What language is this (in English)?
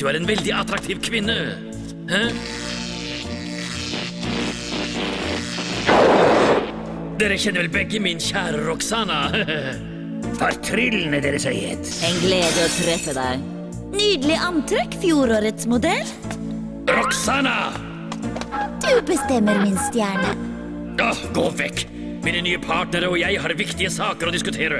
Norwegian